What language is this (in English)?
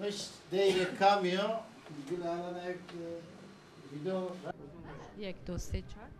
Zaza